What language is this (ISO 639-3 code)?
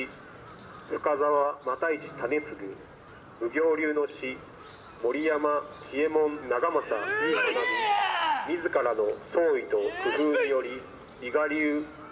jpn